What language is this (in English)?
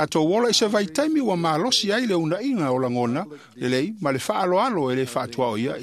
Samoan